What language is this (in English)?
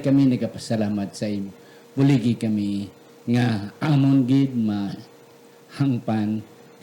Hiligaynon